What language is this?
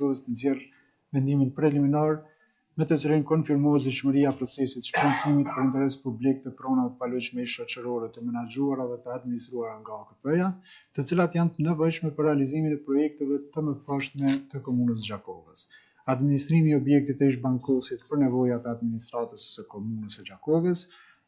Albanian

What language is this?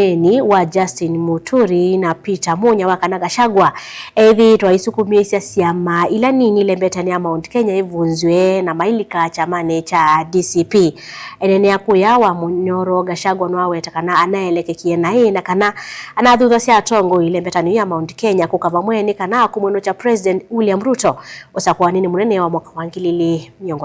Kamba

